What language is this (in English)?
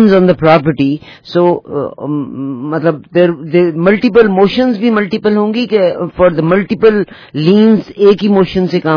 Urdu